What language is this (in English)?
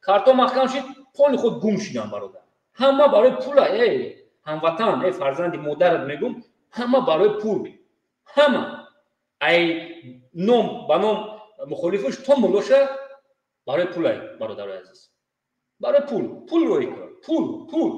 Tajik